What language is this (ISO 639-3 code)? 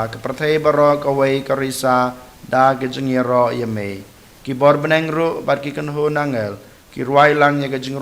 kha